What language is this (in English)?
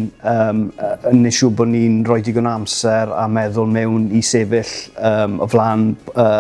Welsh